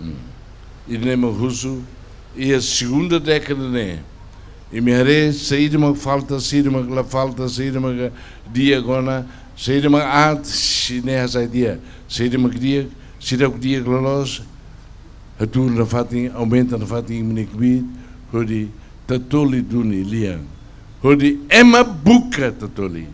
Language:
Tetum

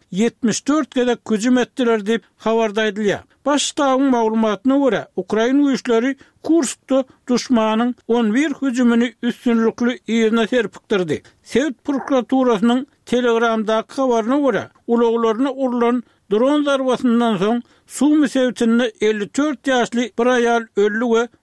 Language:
Turkmen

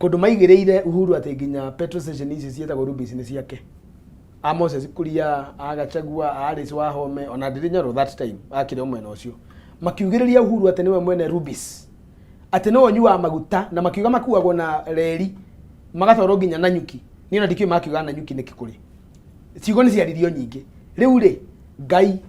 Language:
Kikuyu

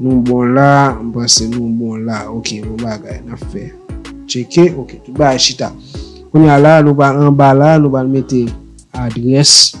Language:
Haitian Creole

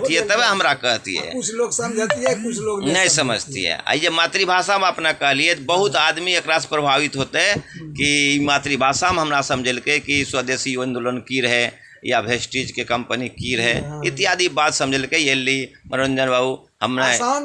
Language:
Angika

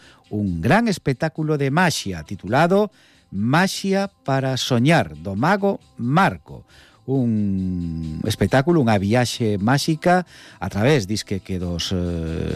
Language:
Galician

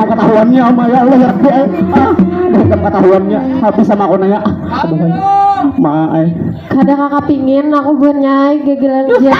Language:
Banjar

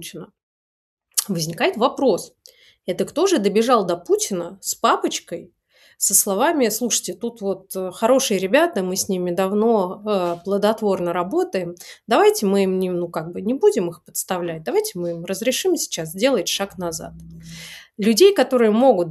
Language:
Russian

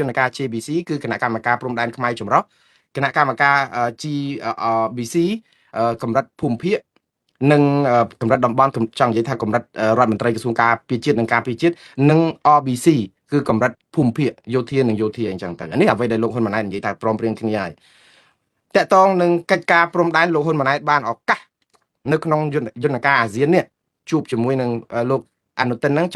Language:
Khmer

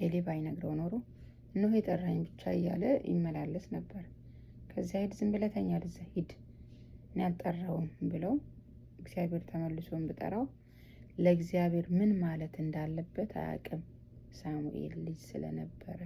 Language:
Amharic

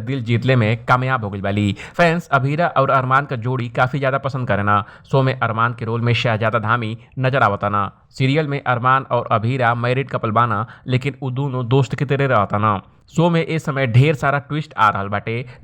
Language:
Bhojpuri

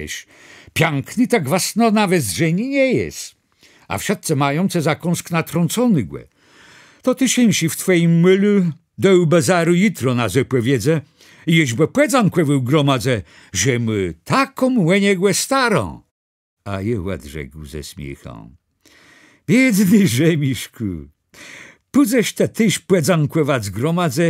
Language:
Kashubian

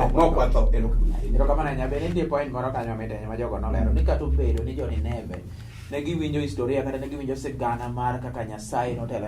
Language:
Luo (Kenya and Tanzania)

